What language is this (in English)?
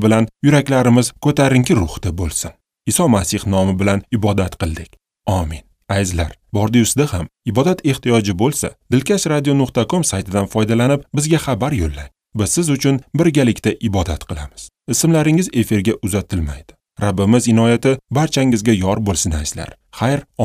Uzbek